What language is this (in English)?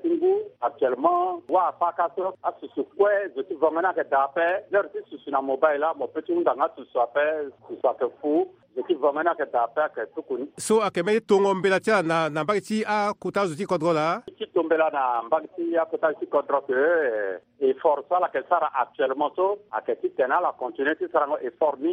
Sango